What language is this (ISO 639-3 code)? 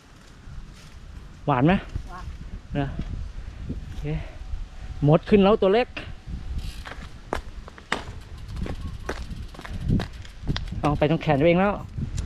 tha